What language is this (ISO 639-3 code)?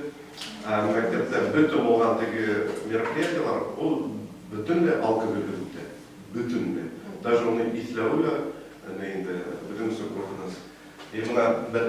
bak